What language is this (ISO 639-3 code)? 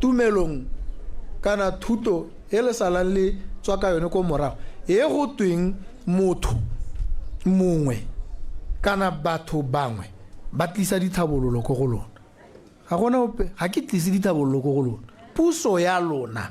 tsn